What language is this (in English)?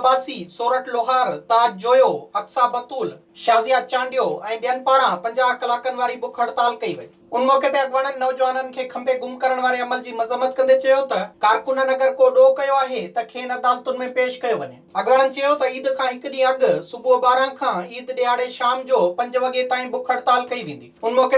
Sindhi